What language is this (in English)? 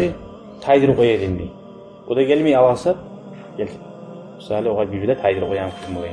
Kumyk